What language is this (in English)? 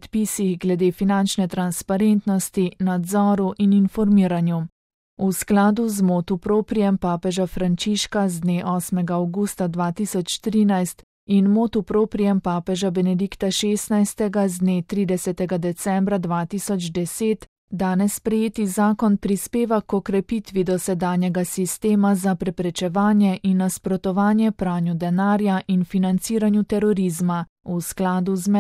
Slovenian